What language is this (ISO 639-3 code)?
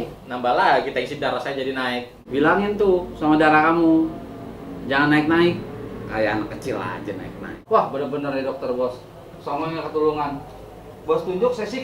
bew